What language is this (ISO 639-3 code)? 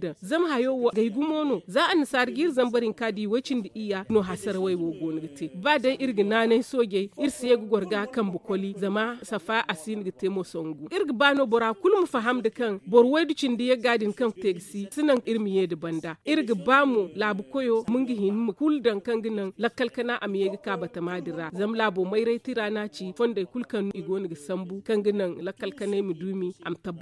dje